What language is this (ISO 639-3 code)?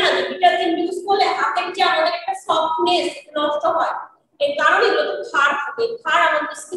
ben